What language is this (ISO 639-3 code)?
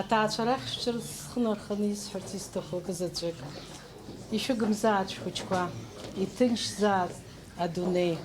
abk